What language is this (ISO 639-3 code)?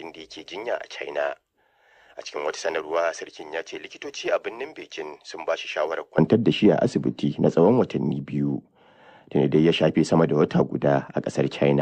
hau